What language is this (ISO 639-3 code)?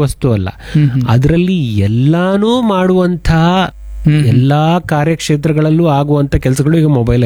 kan